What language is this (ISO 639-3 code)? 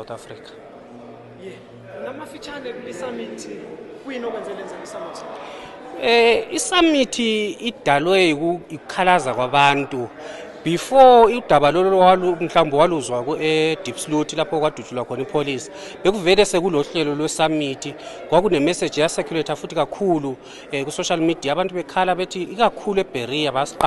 nde